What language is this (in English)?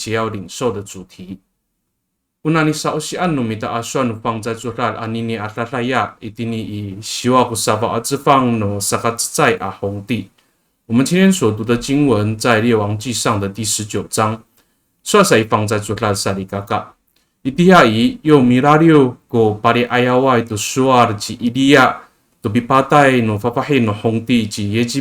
Amis